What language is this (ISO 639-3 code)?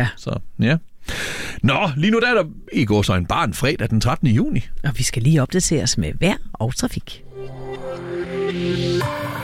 dan